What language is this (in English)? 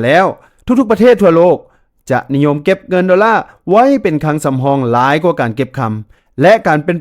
Lao